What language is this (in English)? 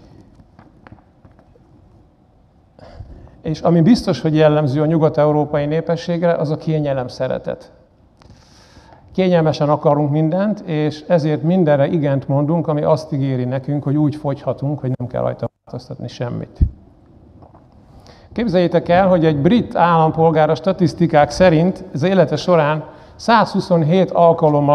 Hungarian